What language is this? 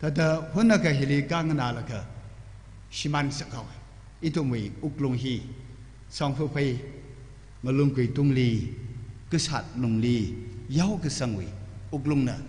Tangkhul Naga (India)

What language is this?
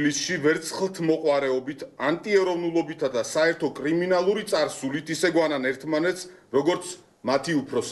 Georgian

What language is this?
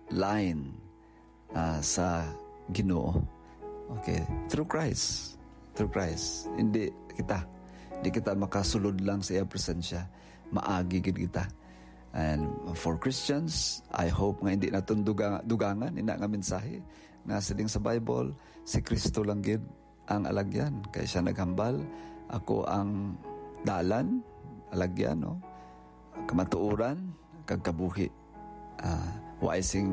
Hiligaynon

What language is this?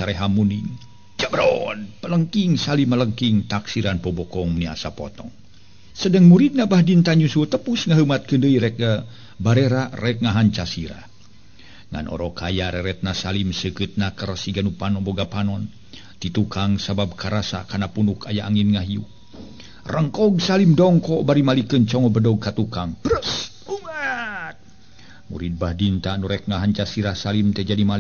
Sundanese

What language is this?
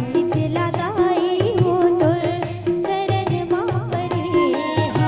Chhattisgarhi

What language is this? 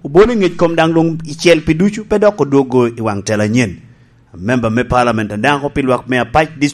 Lango (Uganda)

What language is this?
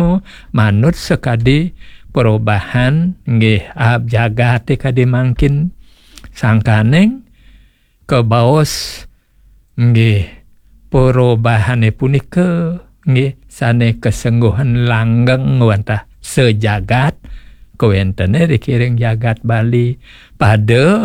Balinese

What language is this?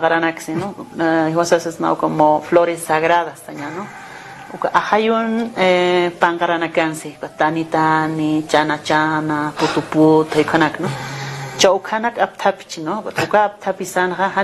Aymara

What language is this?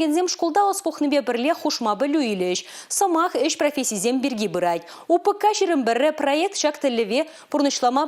Chuvash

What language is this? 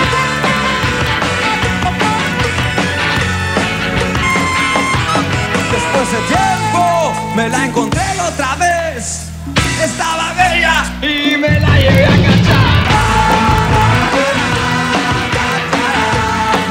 Spanish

